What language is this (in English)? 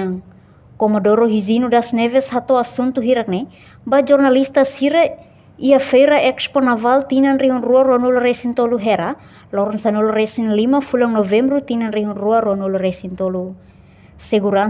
Tetum